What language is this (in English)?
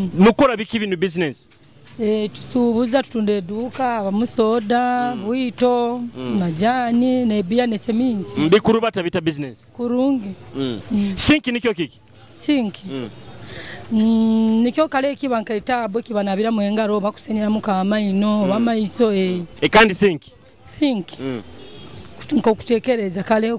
Nyoro